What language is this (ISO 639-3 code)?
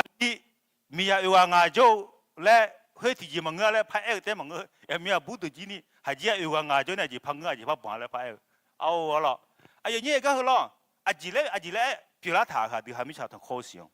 ahk